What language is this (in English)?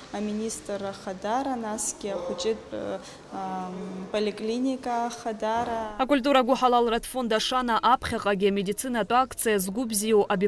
Abkhazian